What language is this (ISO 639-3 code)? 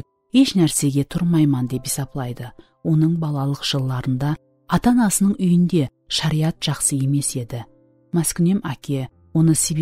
kaa